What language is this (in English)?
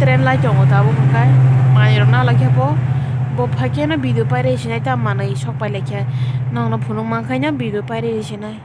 Kok Borok